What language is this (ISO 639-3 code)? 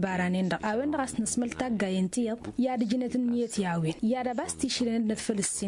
taq